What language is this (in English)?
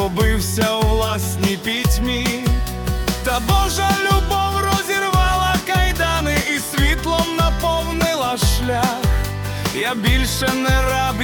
Ukrainian